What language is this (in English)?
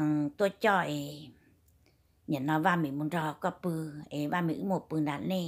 Vietnamese